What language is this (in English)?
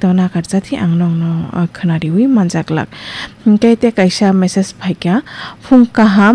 Kok Borok